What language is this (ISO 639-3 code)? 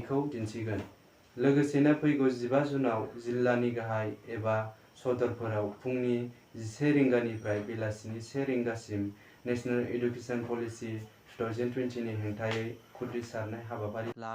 brx